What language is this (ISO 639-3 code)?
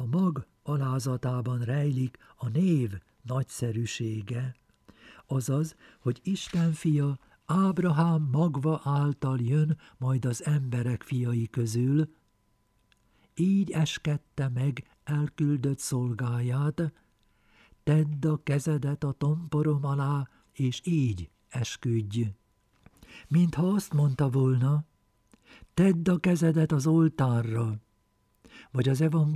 hun